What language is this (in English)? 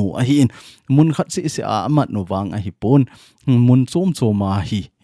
Thado Chin